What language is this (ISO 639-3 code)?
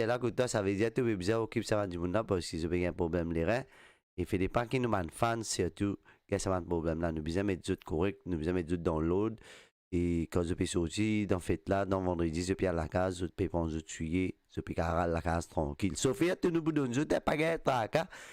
mfe